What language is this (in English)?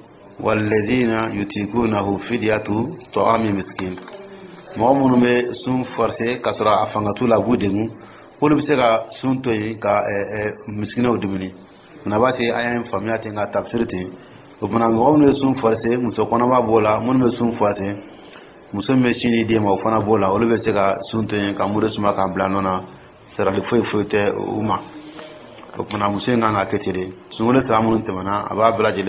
Dyula